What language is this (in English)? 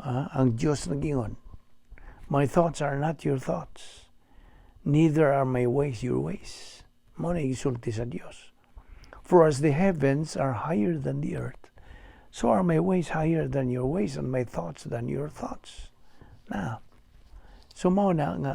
Cebuano